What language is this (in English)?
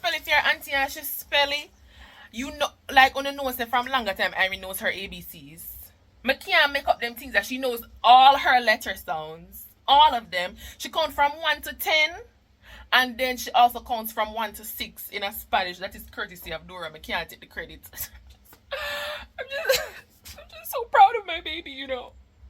Jamaican Creole English